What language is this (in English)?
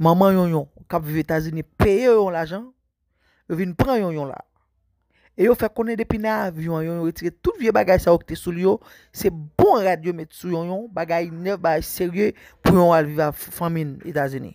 Haitian Creole